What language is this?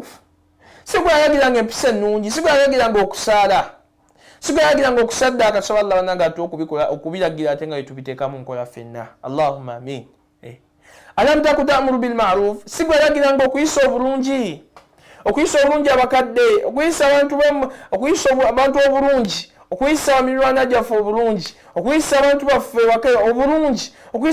Ganda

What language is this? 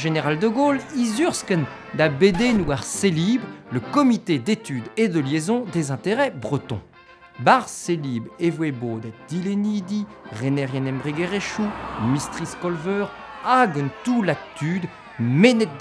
Breton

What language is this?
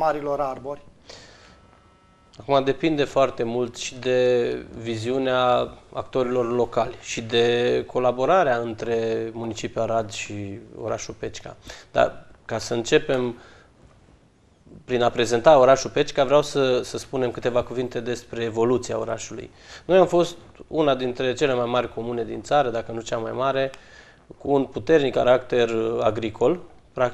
Romanian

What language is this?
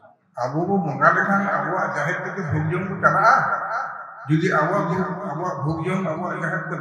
Santali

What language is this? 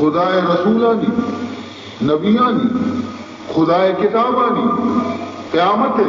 Baluchi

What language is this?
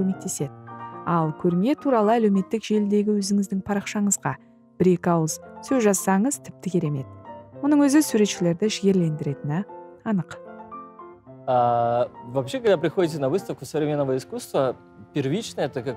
Kazakh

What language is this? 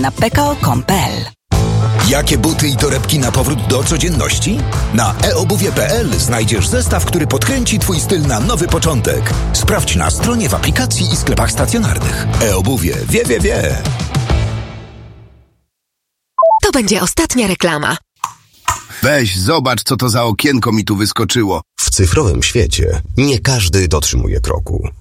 Polish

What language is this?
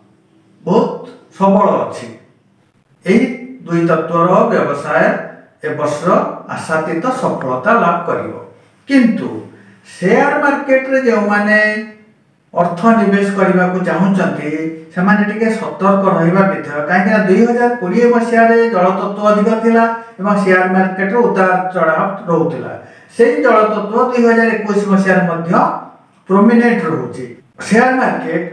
Odia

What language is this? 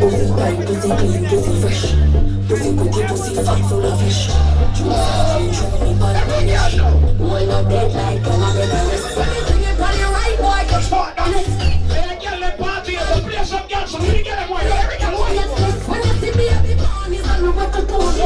Jamaican Creole English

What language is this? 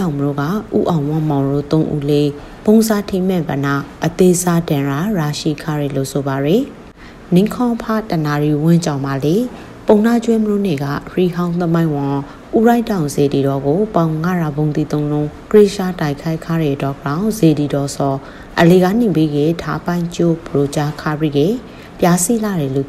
Burmese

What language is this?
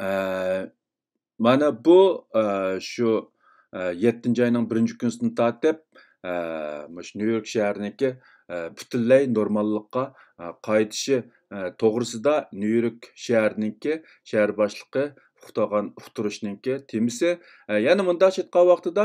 Uyghur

